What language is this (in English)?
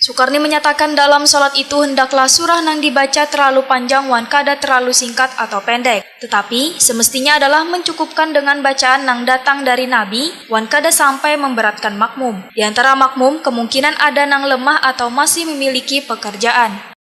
Banjar